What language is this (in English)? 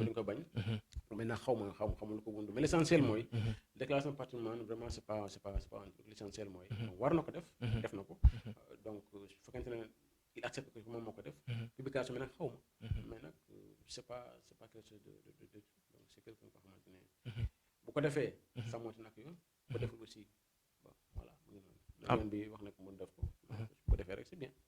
Wolof